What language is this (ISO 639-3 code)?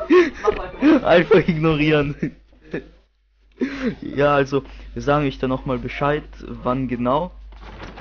deu